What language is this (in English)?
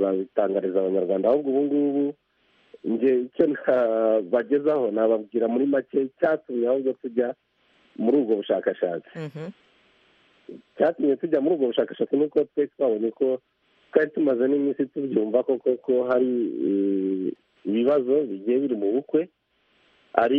Kinyarwanda